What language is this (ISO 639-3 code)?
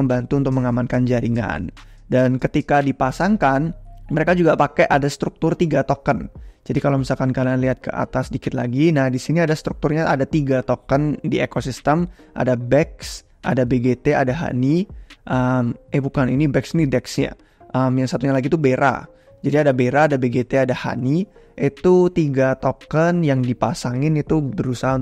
ind